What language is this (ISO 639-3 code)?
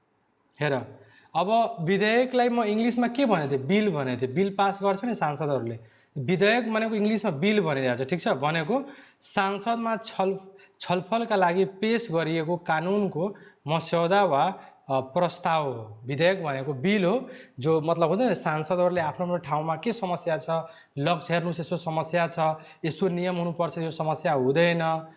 nep